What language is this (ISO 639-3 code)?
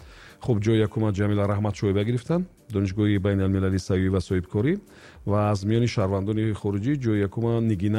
tgk